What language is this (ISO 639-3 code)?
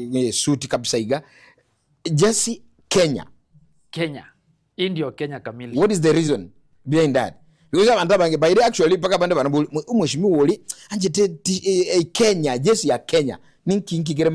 guz